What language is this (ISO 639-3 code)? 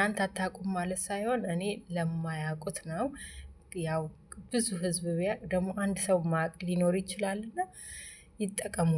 amh